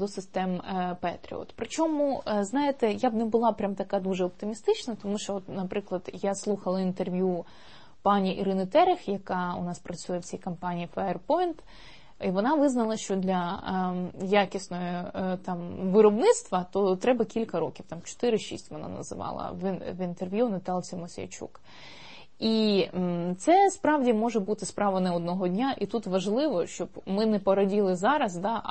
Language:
Ukrainian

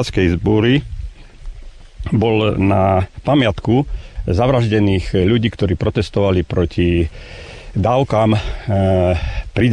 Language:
Slovak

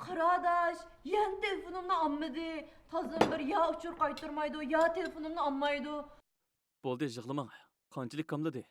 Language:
Uyghur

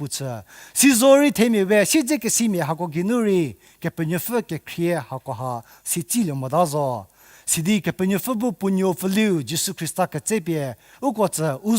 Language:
Angami Naga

